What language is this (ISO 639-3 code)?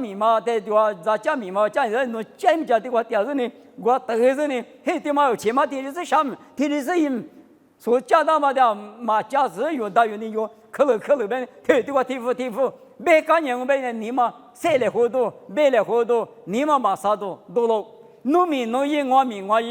lis